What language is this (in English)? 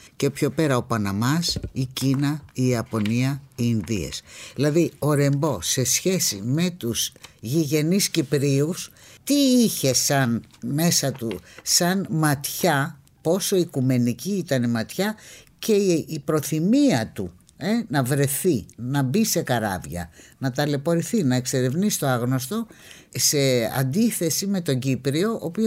Greek